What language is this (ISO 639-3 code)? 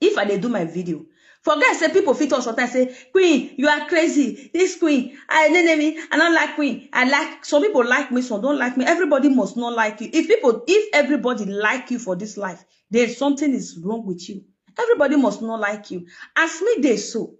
pcm